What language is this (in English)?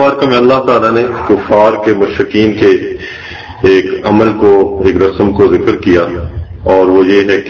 Urdu